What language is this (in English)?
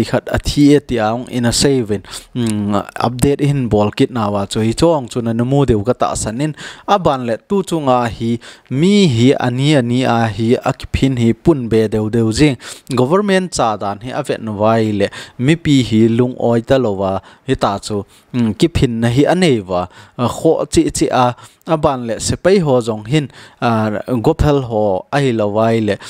Thado Chin